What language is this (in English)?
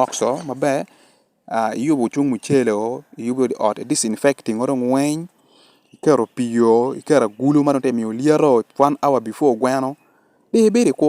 Acoli